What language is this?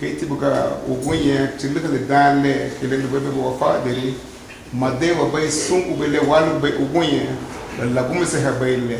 Garifuna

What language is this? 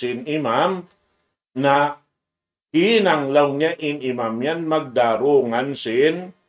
Tausug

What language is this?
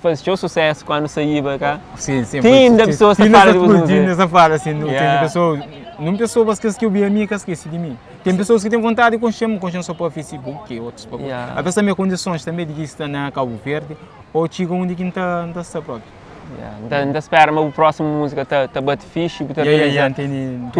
Kabuverdianu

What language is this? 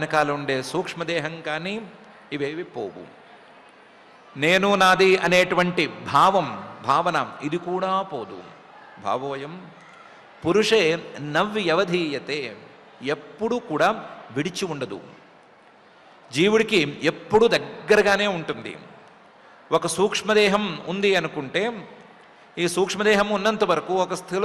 Telugu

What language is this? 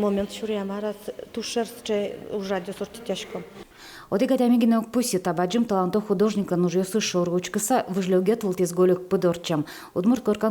Udmurt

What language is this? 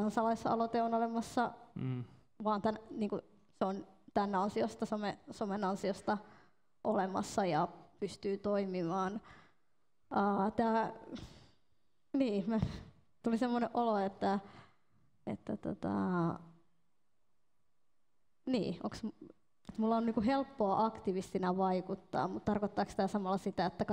Finnish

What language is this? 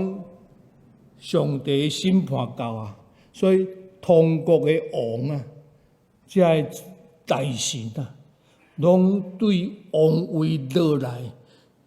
Min Nan Chinese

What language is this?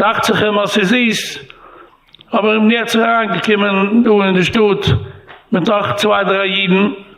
Yiddish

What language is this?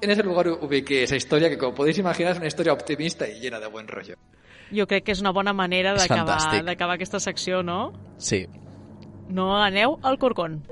Catalan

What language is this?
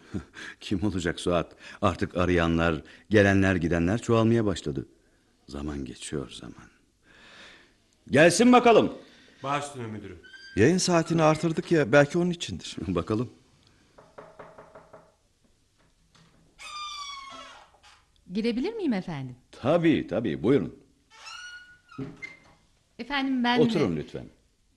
Turkish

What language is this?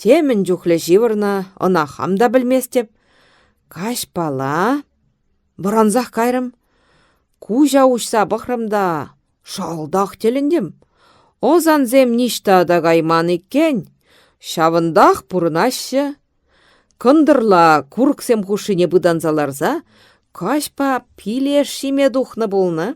Chuvash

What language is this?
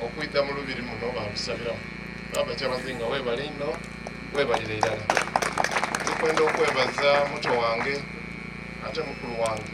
Soga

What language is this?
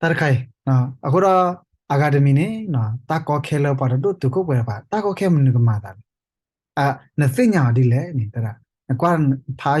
S'gaw Karen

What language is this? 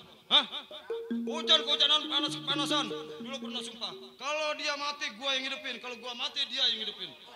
Betawi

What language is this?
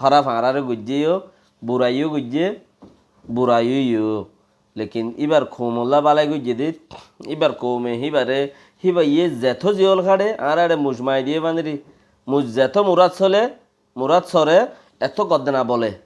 Rohingya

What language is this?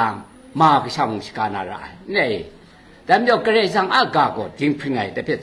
Kachin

